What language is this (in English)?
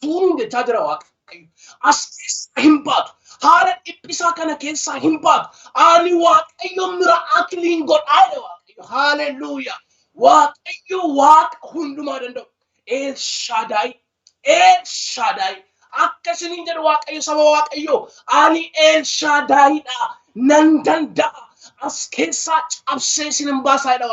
Oromo